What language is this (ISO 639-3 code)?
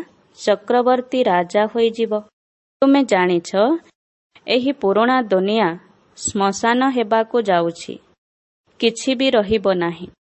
ori